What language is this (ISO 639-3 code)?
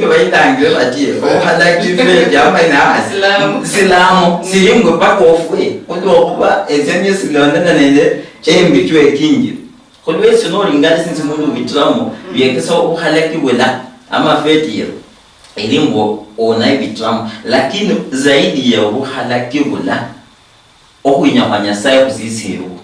luy